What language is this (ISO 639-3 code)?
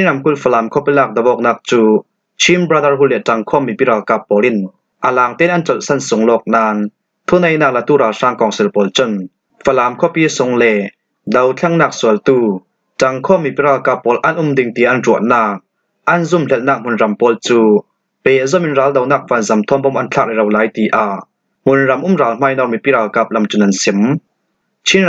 cfm